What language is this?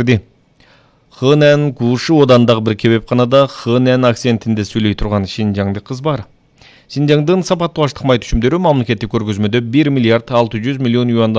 Kyrgyz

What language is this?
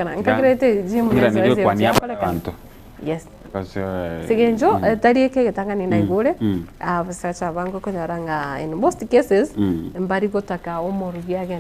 Gusii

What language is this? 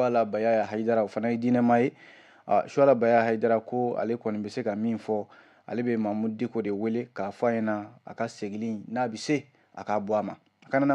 Bambara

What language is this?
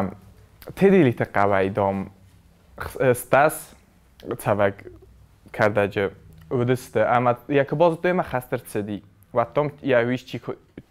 Ossetic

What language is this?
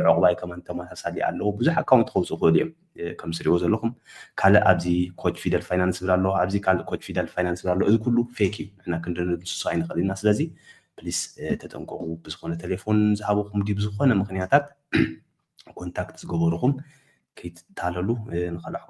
Tigrinya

